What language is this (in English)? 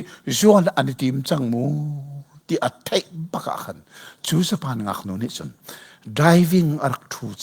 Hakha Chin